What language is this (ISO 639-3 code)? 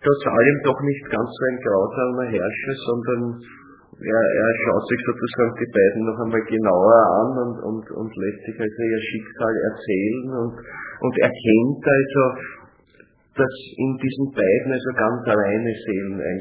deu